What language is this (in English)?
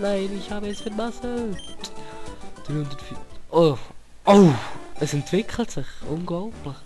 Swiss German